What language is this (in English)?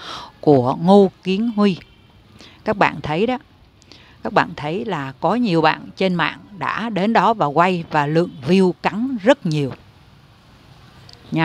Vietnamese